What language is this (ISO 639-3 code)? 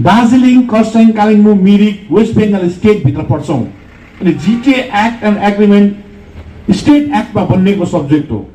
nep